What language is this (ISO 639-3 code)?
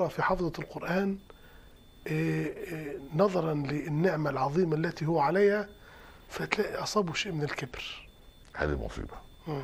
ara